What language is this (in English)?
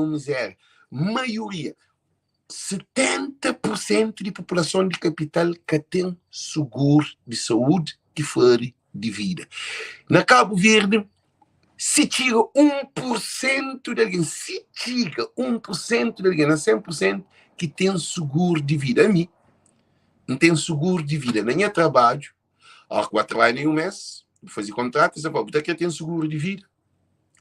Kabuverdianu